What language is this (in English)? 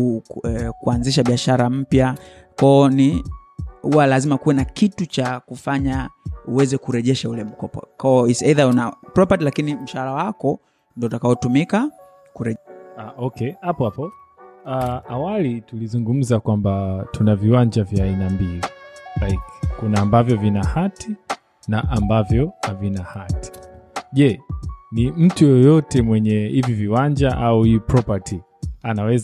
Swahili